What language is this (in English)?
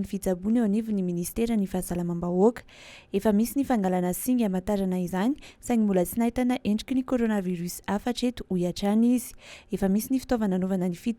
Malagasy